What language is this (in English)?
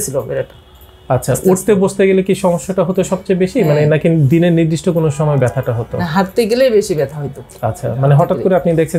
Bangla